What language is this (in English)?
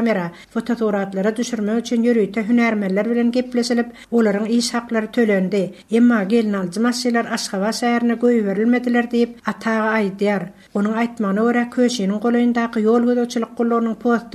Turkmen